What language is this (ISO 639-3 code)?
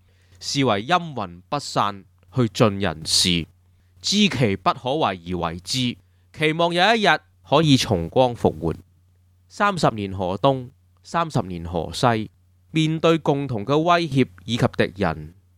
yue